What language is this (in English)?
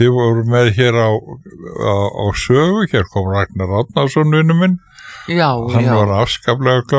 Icelandic